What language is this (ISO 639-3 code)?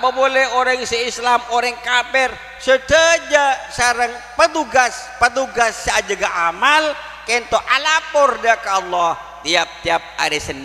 mad